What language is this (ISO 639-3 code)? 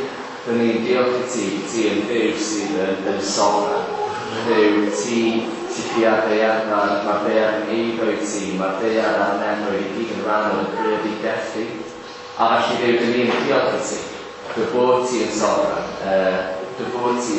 cym